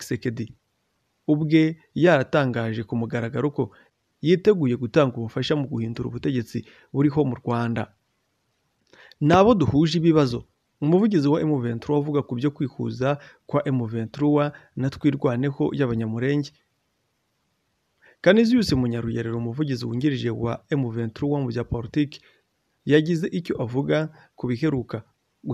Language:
Kinyarwanda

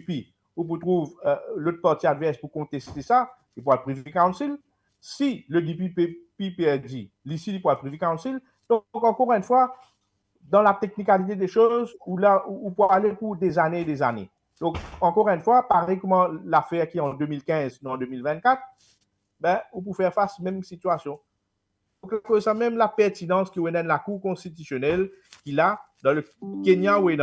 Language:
Morisyen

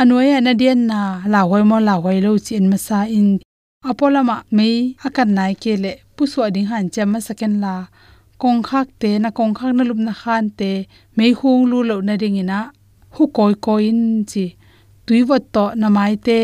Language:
Tedim Chin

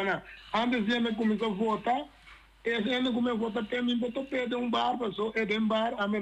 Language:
Papiamento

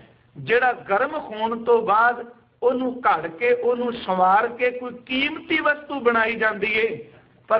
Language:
Punjabi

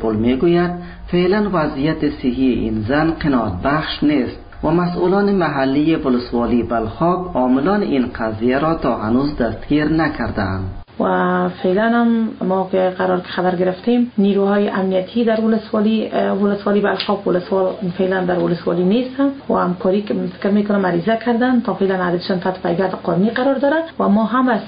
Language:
Persian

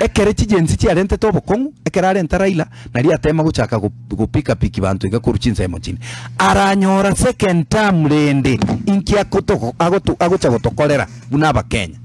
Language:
Gusii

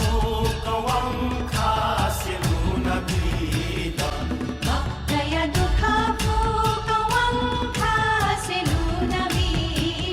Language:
Newari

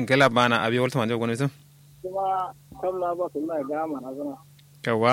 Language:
Kanuri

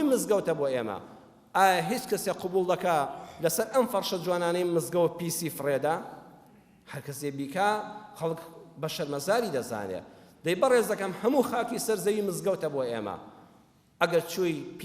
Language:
Central Kurdish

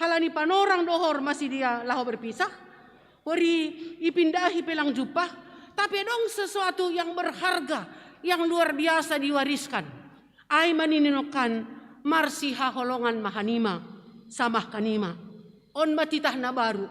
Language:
Batak Simalungun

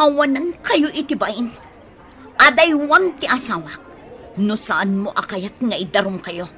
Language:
Iloko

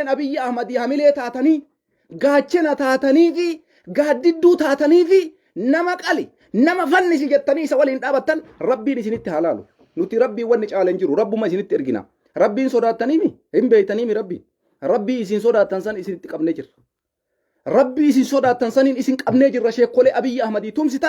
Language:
Oromo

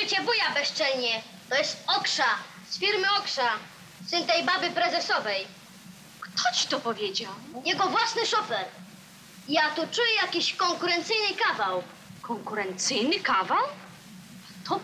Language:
Polish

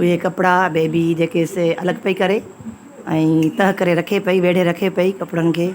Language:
Sindhi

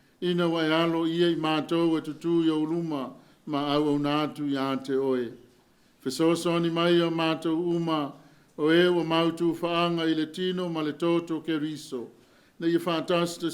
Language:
Samoan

